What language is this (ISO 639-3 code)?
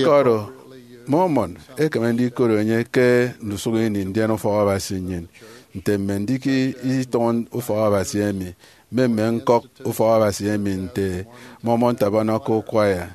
efi